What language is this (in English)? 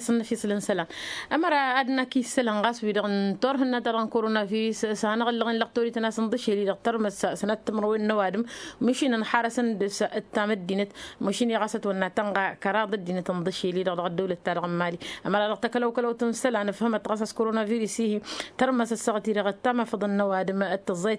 Tamasheq